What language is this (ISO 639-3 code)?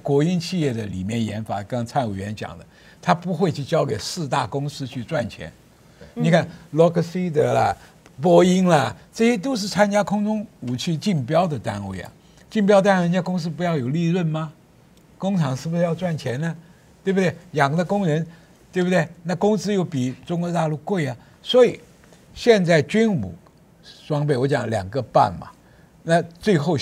zho